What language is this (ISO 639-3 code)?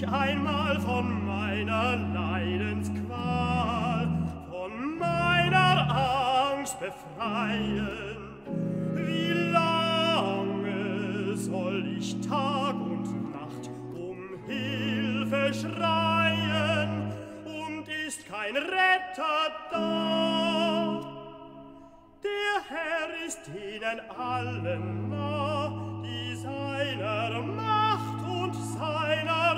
deu